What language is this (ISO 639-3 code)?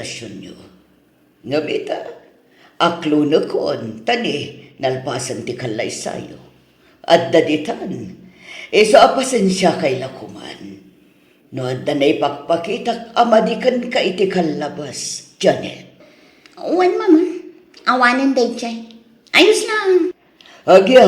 ilo